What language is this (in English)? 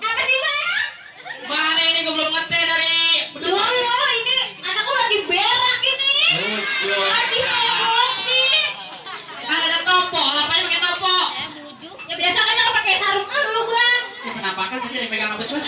Betawi